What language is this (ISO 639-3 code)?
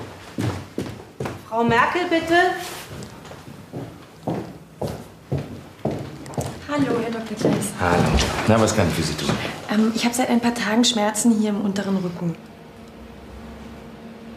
deu